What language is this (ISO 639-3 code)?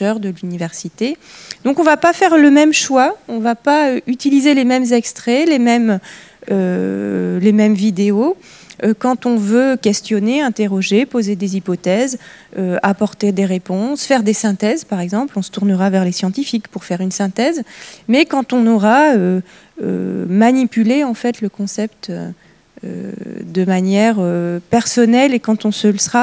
fra